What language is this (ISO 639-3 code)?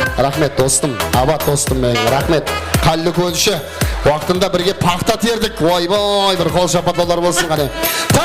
kaa